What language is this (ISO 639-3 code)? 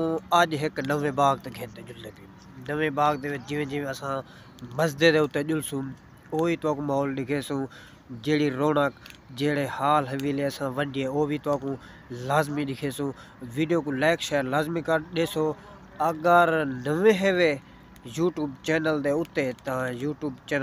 skr